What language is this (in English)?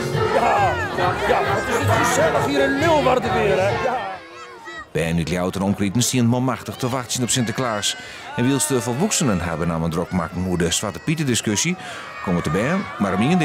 Western Frisian